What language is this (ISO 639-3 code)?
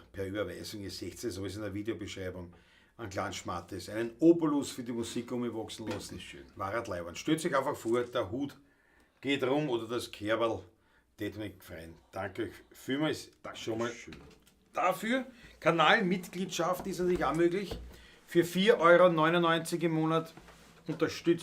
bar